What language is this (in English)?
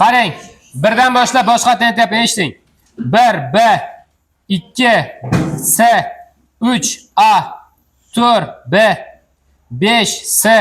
Uzbek